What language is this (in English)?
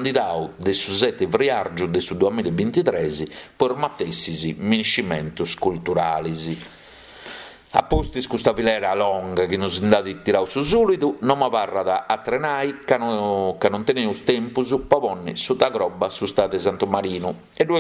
Sardinian